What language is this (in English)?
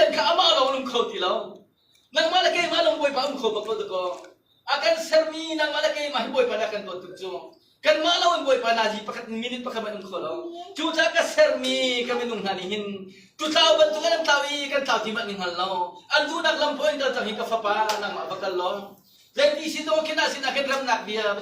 Hakha Chin